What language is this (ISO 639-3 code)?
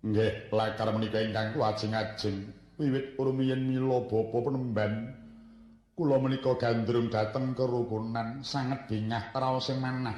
jav